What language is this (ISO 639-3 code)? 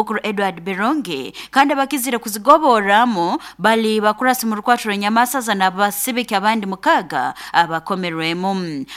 nyo